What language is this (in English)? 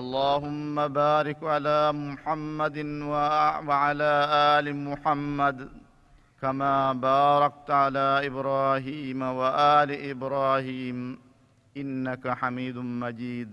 Divehi